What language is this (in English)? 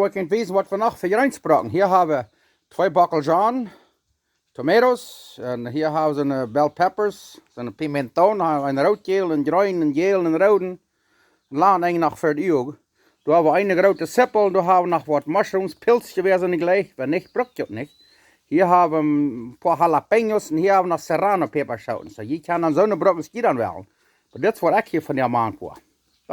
Plautdietsch